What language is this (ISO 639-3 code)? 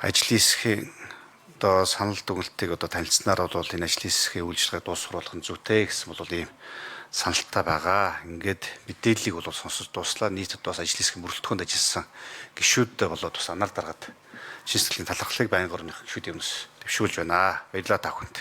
mon